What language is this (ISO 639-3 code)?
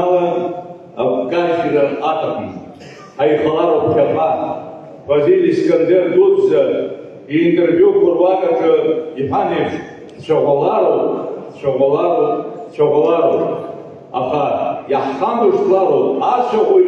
abk